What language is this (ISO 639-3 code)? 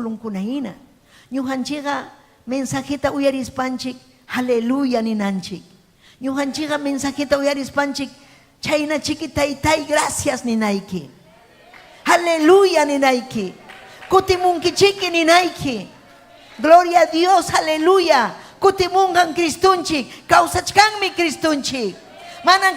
quy